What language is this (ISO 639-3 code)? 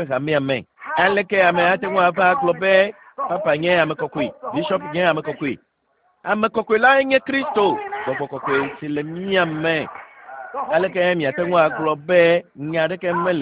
ewe